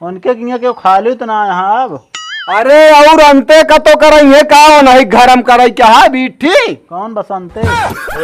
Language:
Awadhi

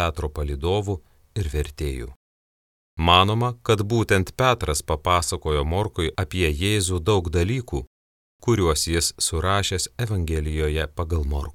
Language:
Lithuanian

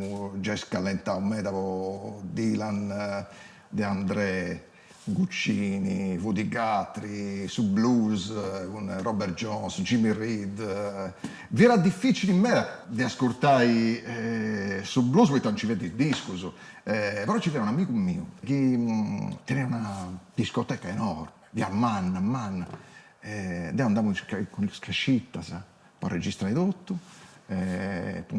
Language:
Sardinian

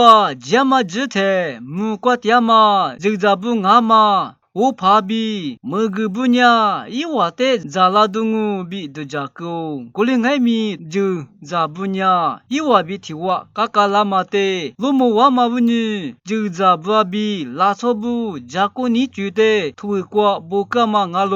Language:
Lisu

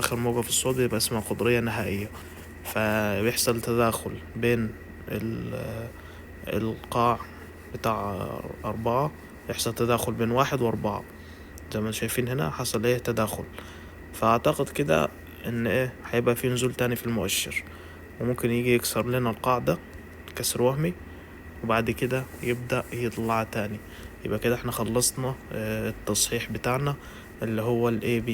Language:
Egyptian Arabic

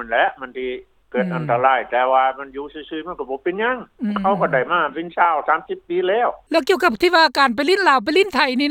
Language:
Lao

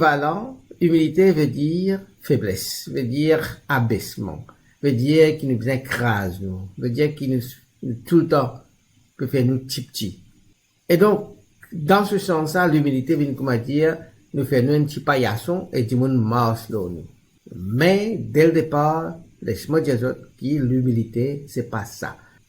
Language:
Morisyen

